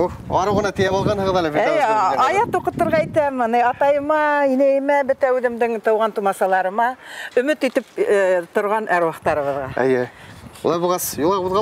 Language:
Bashkir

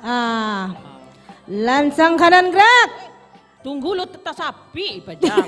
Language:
Minangkabau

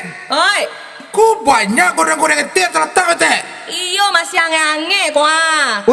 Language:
Minangkabau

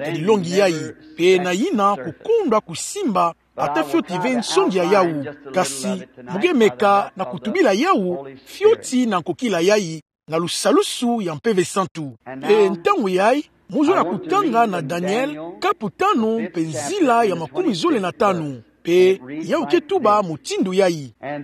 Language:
Kituba (Democratic Republic of Congo)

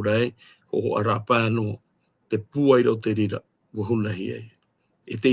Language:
Tahitian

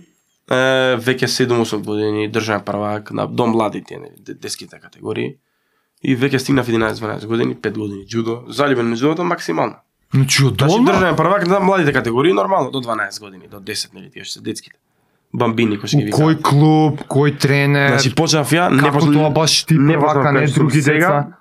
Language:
Macedonian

